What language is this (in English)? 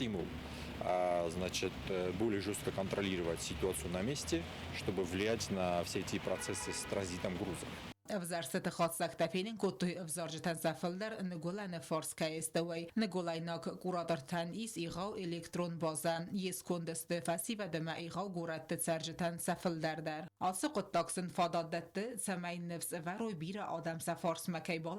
Ossetic